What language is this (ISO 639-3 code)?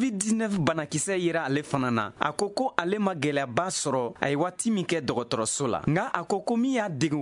bam